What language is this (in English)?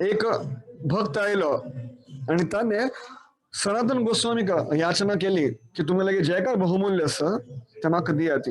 Konkani